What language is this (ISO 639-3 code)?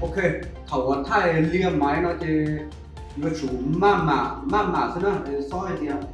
hmn